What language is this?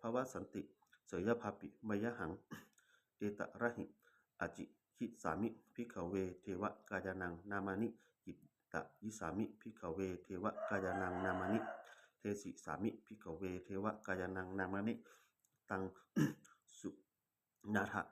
Pali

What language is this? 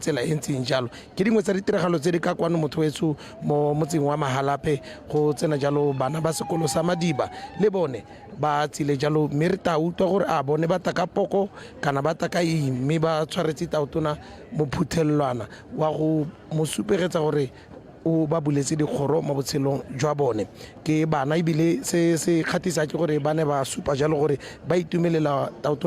Tswana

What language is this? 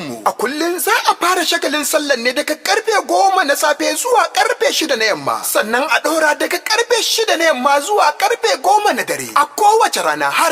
Hausa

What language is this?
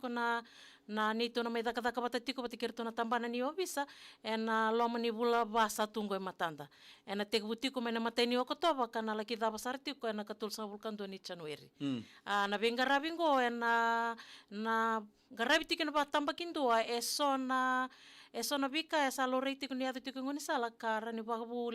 Fijian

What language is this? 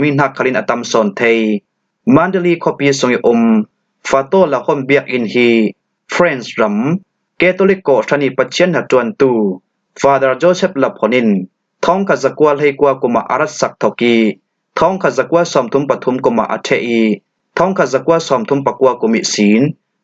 Falam Chin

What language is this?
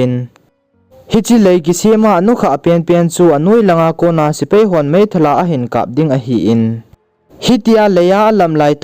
Thado Chin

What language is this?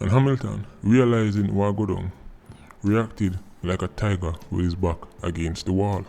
Jamaican Creole English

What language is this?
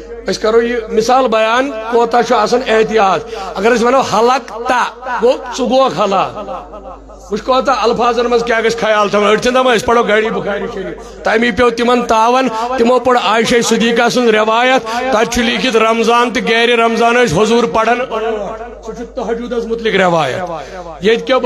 Kashmiri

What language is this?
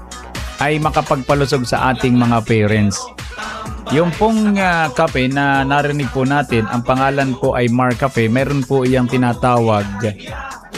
Filipino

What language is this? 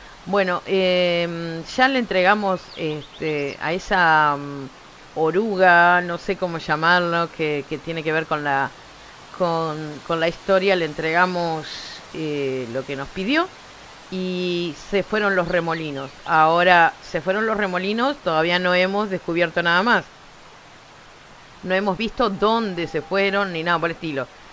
Spanish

